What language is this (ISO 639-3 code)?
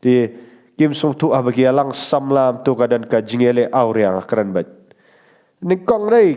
kha